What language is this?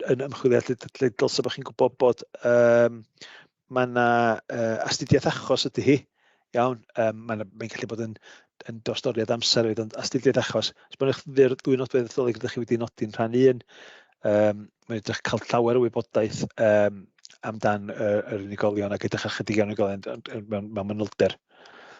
Welsh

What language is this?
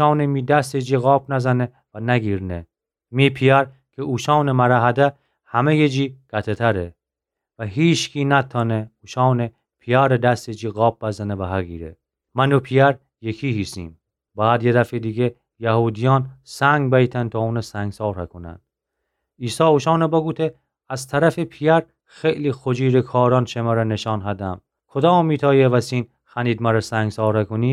Gilaki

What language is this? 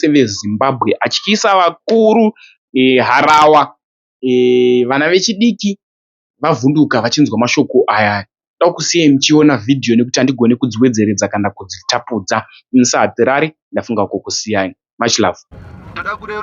Shona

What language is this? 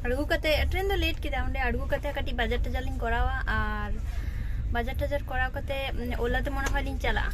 Santali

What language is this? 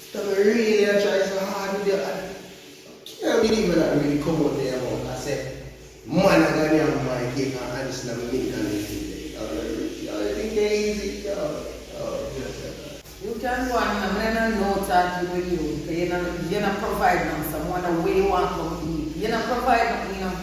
Jamaican Creole English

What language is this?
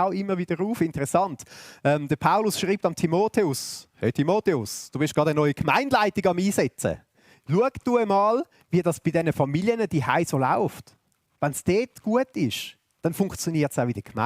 Swiss German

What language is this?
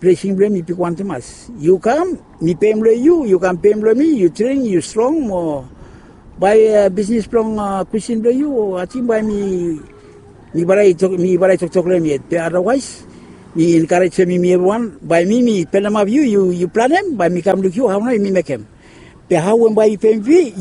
Bislama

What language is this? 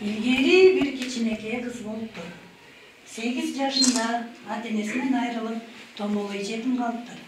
Kyrgyz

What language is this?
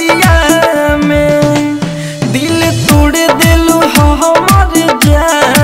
Bhojpuri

